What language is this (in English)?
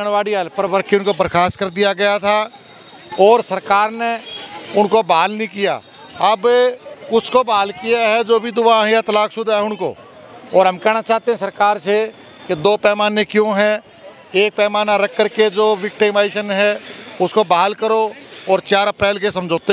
Hindi